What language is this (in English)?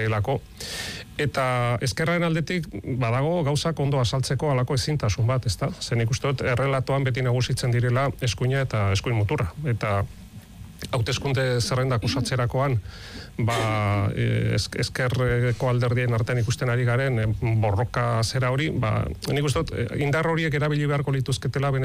Basque